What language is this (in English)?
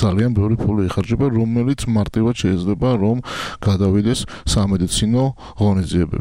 Georgian